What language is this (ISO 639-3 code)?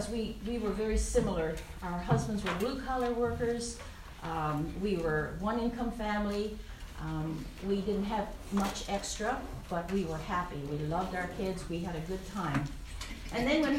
eng